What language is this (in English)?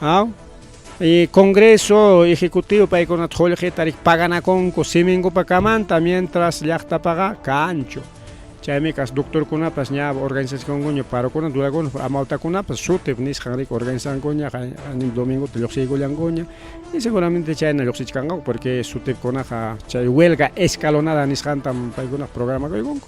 Ayacucho Quechua